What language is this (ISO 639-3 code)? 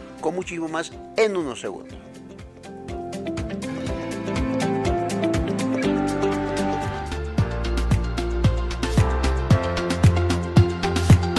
spa